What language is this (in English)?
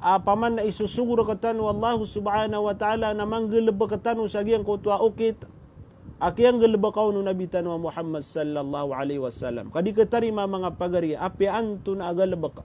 Maranao